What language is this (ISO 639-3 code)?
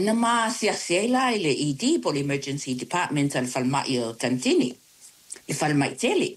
smo